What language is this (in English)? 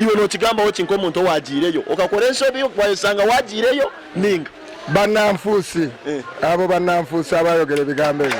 Nyankole